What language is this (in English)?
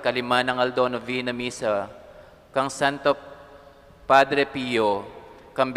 Pampanga